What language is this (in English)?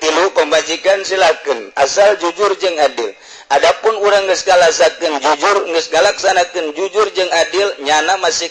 Sundanese